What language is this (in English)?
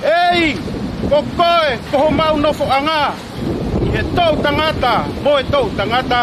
Tongan